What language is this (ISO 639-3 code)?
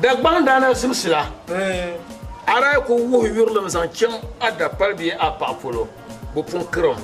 dag